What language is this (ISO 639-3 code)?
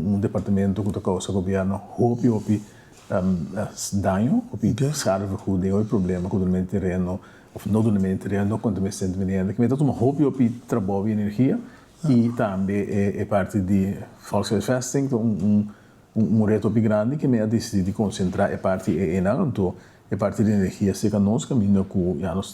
pap